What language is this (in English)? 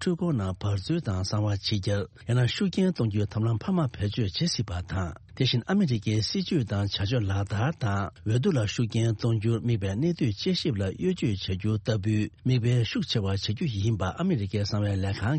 Tibetan